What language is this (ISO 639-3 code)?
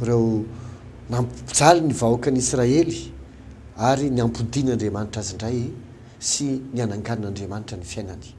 mlg